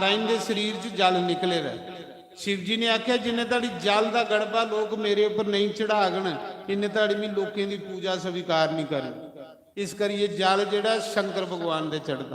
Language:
Dogri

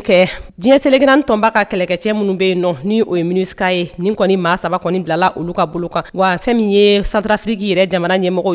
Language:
Bambara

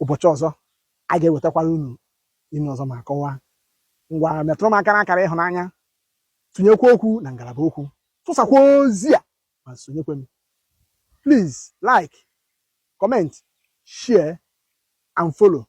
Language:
Igbo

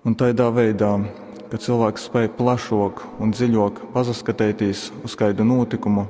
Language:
Latgalian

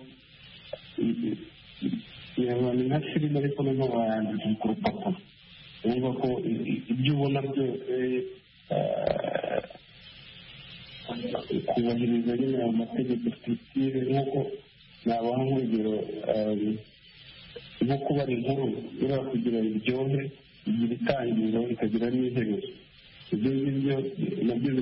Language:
Kinyarwanda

